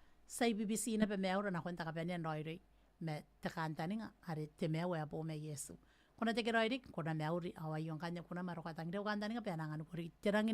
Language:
Gilbertese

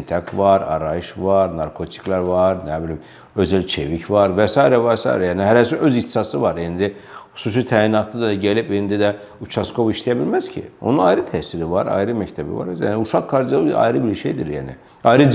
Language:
Azerbaijani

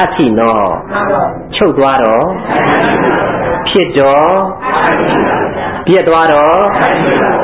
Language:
Burmese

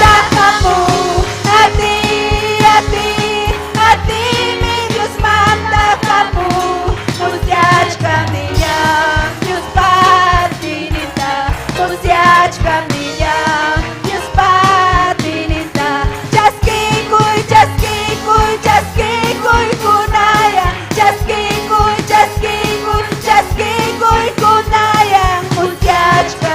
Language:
Ayacucho Quechua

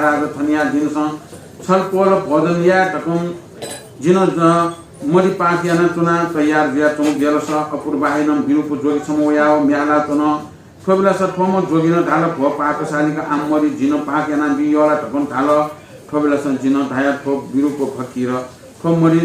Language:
Newari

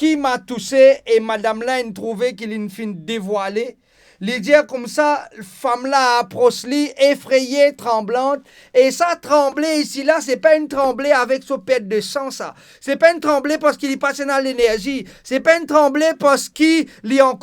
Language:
Morisyen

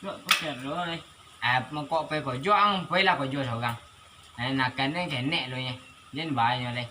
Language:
Minangkabau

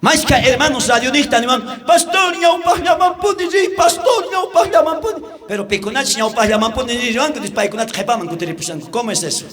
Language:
South Bolivian Quechua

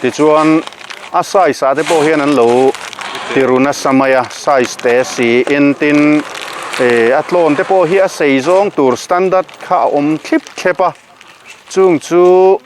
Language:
Mizo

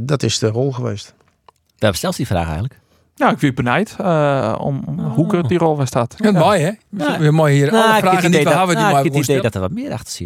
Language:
Western Frisian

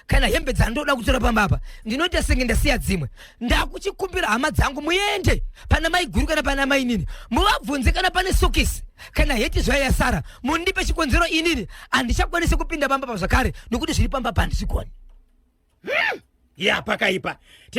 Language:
Shona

